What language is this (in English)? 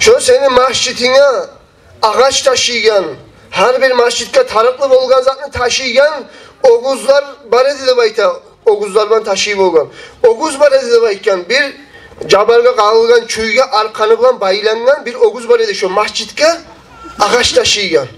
Kumyk